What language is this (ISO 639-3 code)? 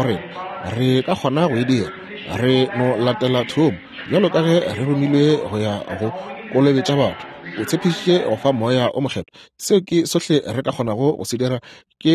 nso